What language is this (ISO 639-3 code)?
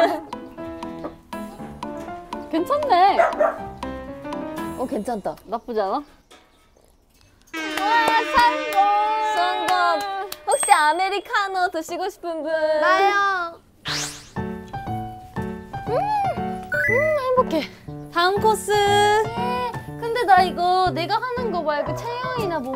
kor